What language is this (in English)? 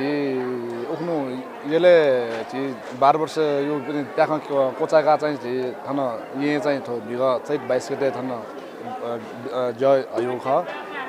Newari